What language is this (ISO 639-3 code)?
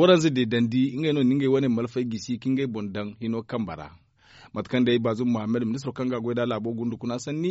dje